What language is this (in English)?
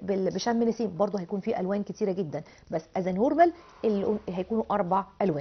Egyptian Arabic